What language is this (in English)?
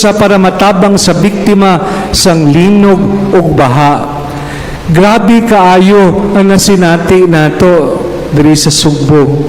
Cebuano